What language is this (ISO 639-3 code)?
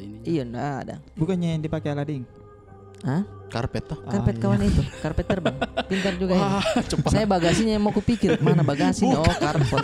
mfp